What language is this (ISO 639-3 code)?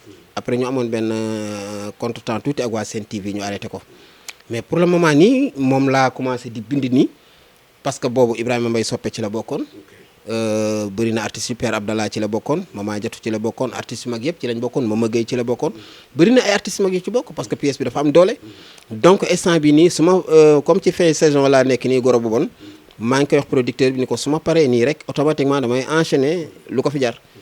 wol